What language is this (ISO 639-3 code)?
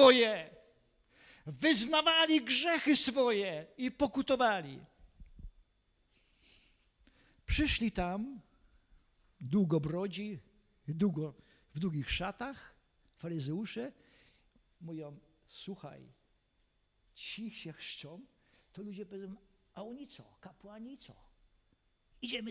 pol